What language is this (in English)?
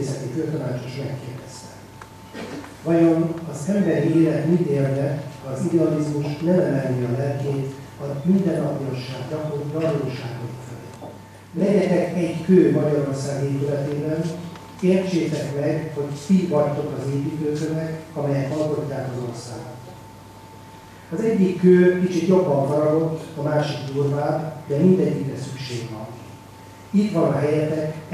Hungarian